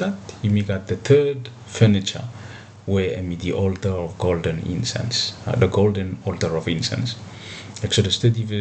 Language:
Bislama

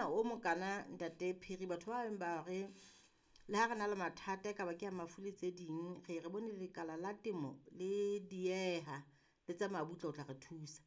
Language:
Southern Sotho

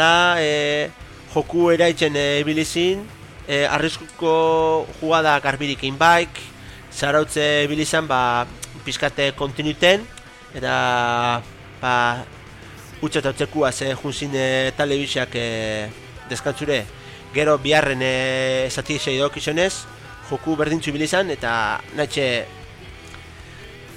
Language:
Basque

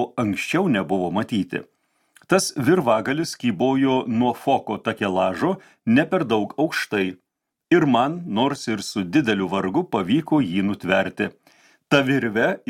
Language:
Lithuanian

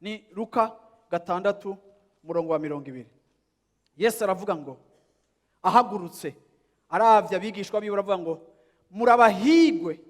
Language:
Rundi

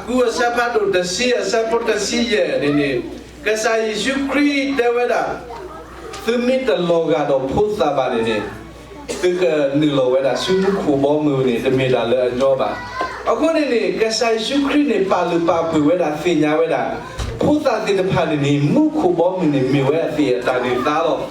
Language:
S'gaw Karen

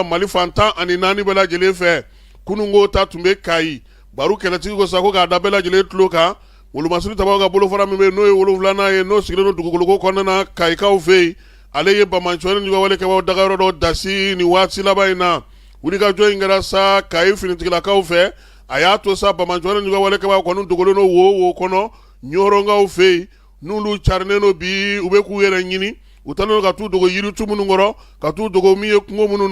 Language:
Bambara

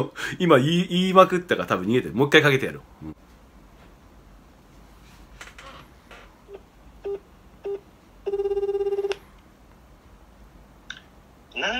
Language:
Japanese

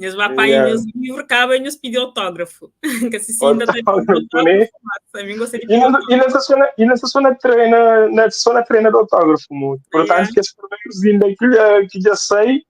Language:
Kabuverdianu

